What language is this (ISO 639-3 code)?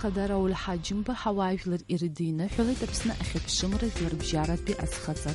abk